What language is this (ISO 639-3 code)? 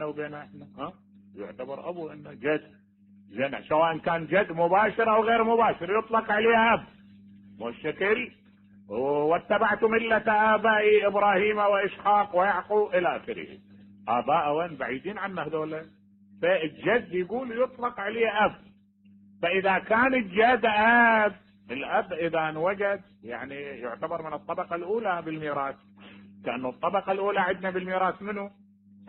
acm